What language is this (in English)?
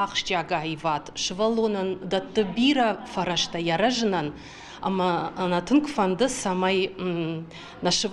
Ossetic